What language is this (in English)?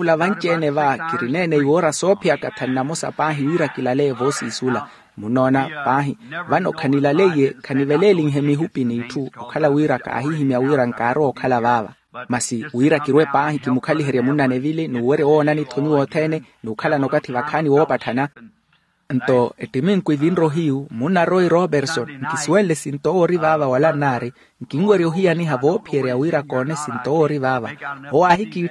Makhuwa